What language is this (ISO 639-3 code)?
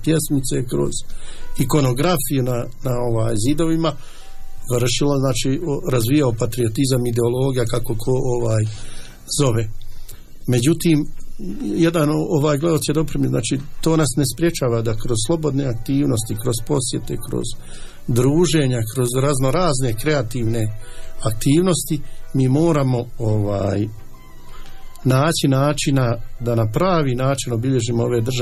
bos